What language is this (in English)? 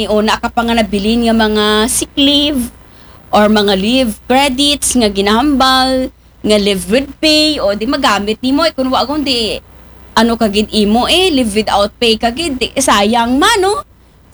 Aklanon